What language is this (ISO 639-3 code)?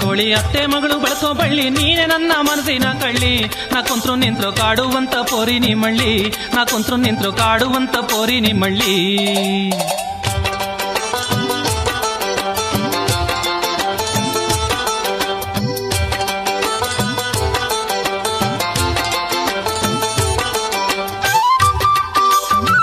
kan